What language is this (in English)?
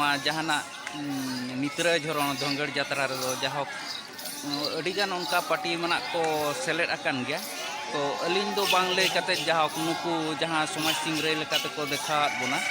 Santali